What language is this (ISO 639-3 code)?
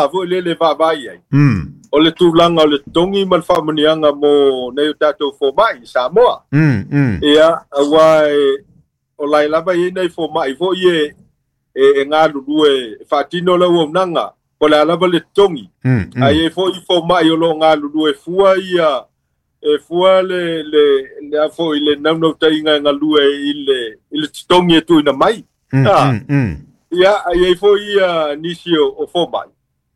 smo